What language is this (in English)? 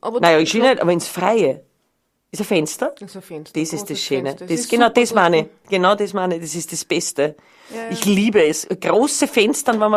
Bavarian